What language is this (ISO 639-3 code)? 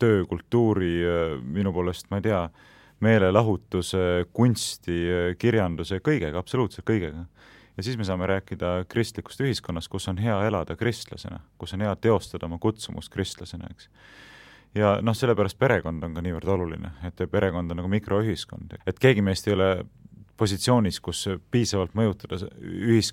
est